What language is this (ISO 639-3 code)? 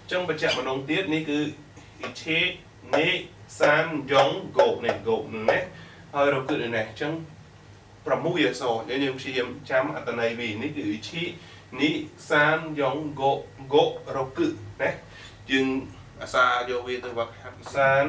khm